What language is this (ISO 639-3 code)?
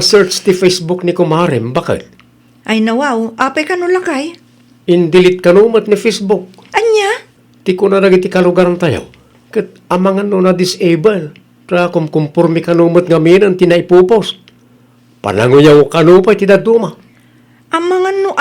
ilo